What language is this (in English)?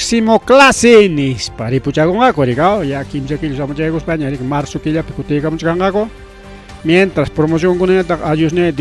Ayacucho Quechua